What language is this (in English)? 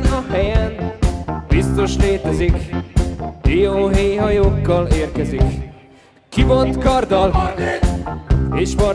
Hungarian